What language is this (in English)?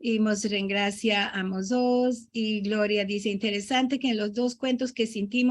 Ladino